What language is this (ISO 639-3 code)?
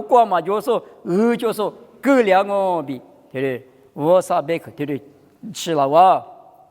lis